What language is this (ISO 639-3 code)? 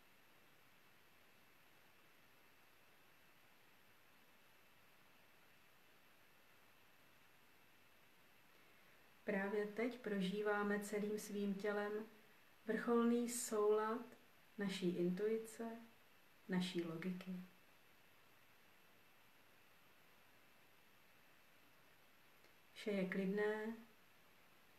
ces